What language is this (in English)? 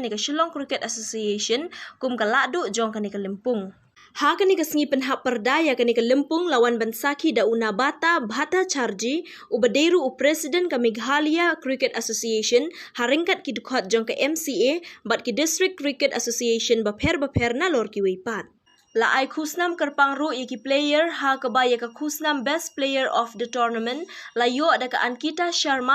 Khasi